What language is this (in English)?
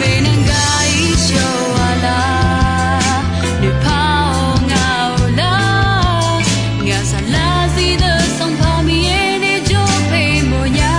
Akha